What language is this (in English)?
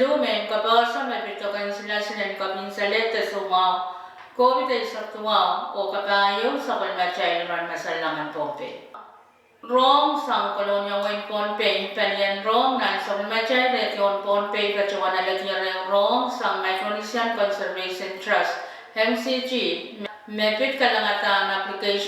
Pohnpeian